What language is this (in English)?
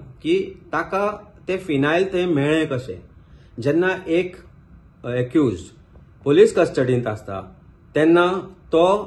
Konkani